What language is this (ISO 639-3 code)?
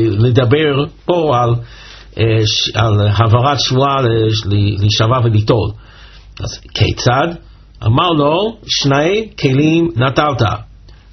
heb